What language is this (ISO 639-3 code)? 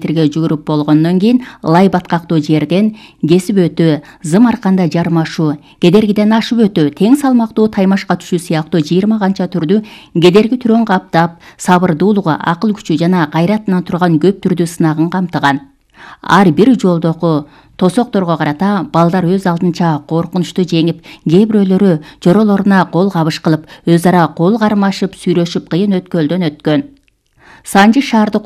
kir